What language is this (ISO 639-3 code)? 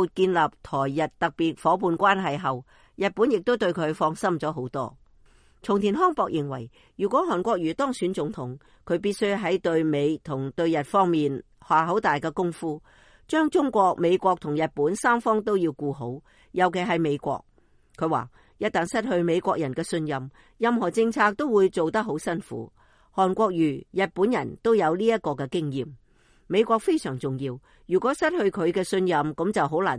yue